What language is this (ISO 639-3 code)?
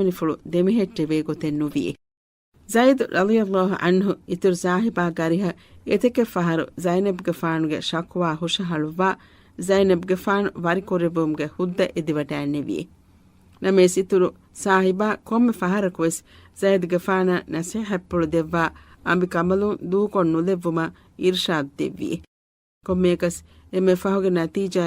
div